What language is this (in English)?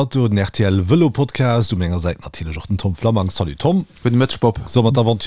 Luxembourgish